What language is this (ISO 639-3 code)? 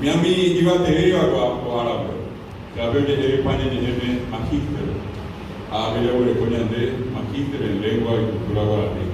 grn